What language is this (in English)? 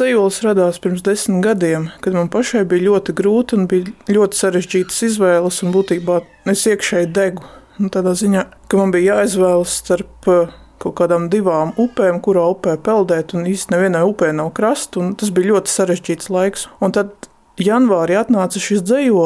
Latvian